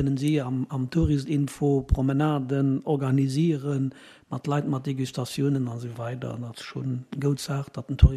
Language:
Luxembourgish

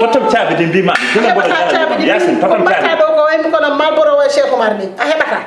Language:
Fula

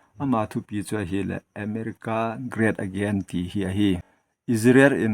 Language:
Thado Chin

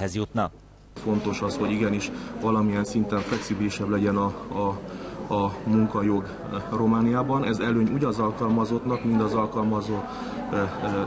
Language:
Hungarian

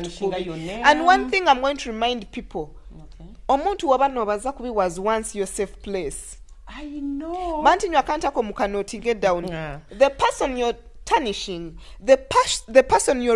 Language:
Nyoro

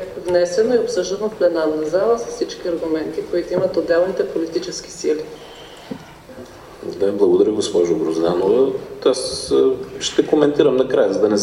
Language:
Bulgarian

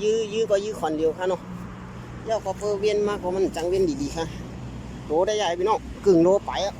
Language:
Shan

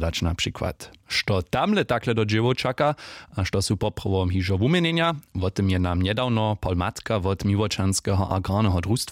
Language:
Upper Sorbian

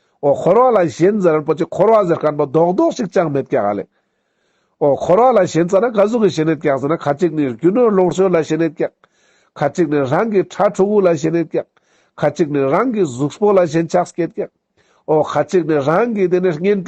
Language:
Ladakhi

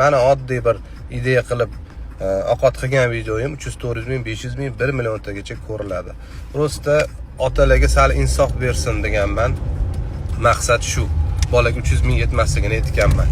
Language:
Uzbek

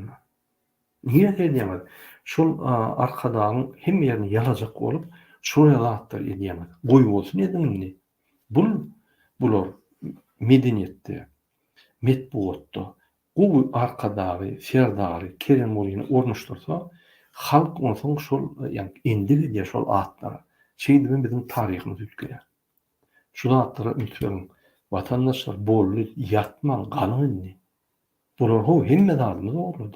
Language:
Turkmen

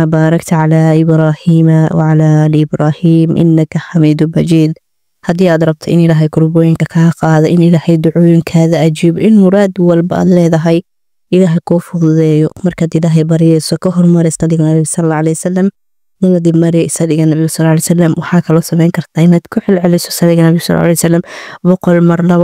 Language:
Somali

